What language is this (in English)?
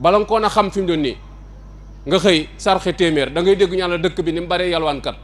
Wolof